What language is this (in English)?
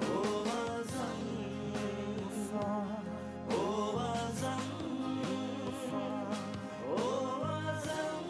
Divehi